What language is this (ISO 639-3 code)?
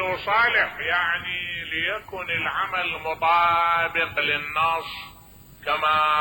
acm